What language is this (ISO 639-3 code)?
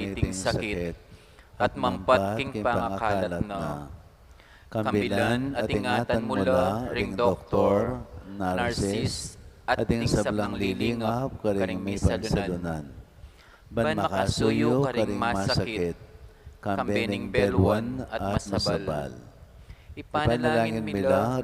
pam